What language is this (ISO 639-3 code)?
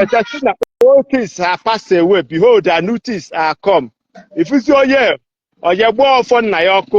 ibo